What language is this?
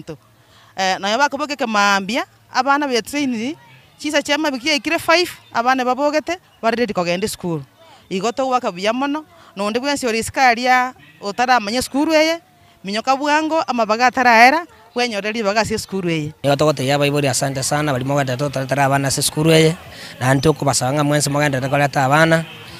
Gusii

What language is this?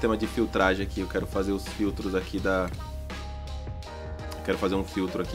Portuguese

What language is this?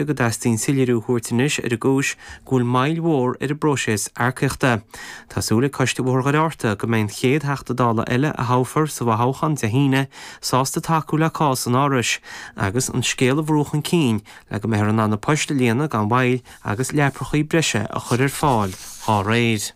Irish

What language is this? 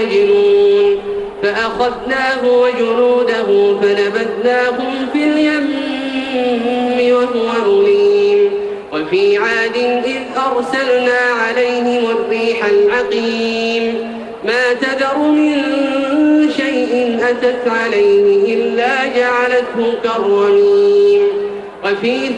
Arabic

